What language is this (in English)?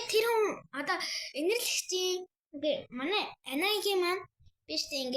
Mongolian